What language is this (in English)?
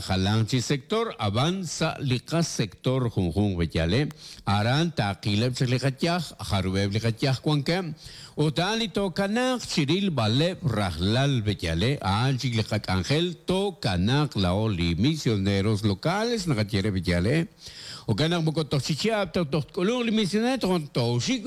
Kekchí